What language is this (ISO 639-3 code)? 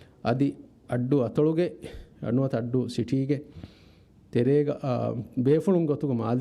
div